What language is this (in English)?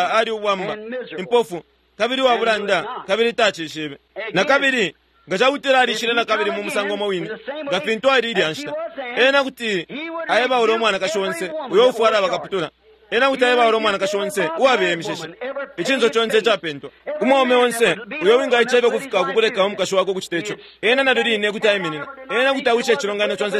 Bemba